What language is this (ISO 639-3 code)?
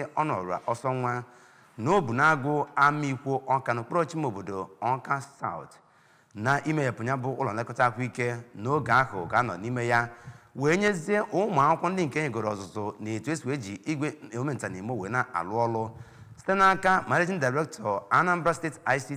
ibo